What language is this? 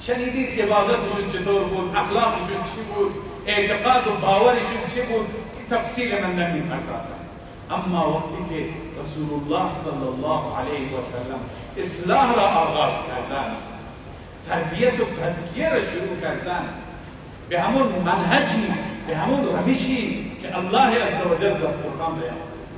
Persian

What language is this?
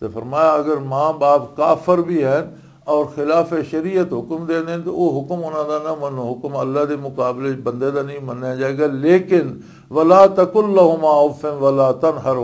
Western Panjabi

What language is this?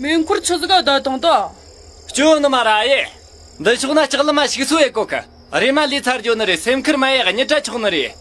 Tibetan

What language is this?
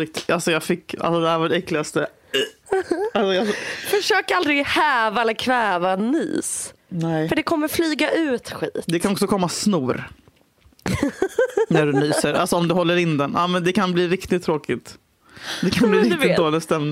Swedish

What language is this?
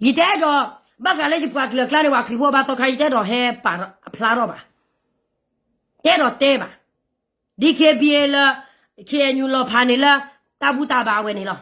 S'gaw Karen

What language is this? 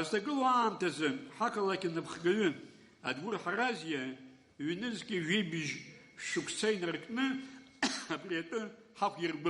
Abkhazian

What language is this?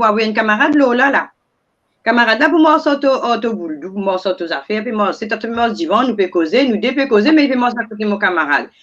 Morisyen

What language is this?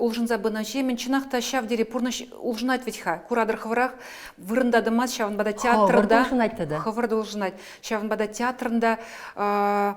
Chuvash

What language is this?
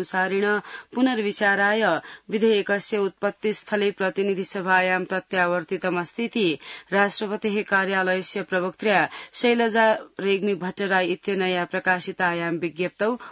Sanskrit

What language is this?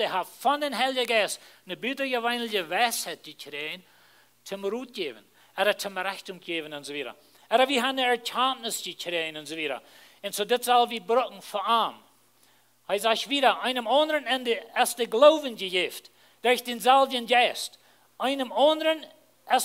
Plautdietsch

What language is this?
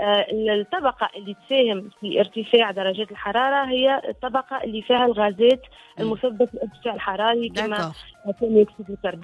Tunisian Arabic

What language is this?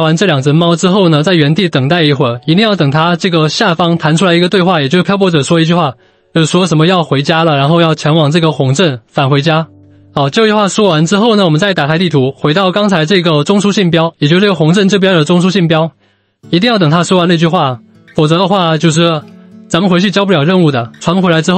Chinese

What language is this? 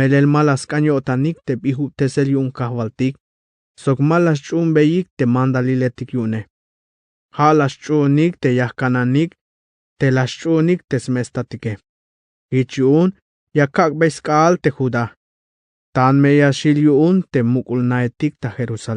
Tzeltal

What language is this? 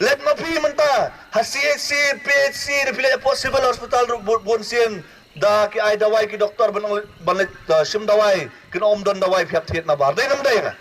Khasi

